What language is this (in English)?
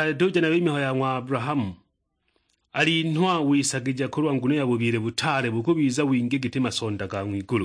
Sukuma